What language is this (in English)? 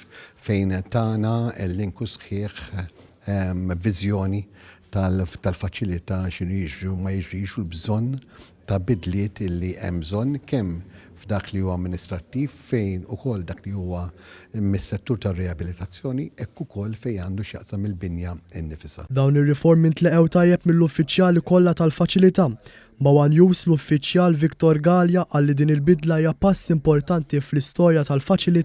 Maltese